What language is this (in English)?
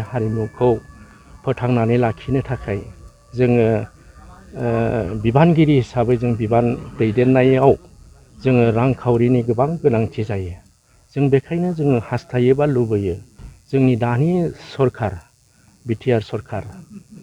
Bodo